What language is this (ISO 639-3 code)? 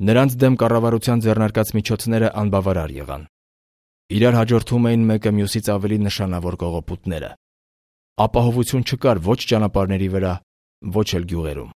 hye